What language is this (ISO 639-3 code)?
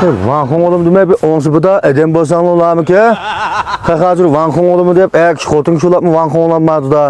uig